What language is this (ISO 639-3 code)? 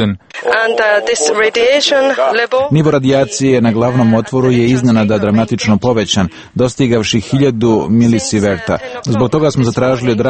hrv